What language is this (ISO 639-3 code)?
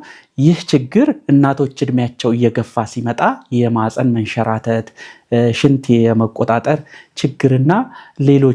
amh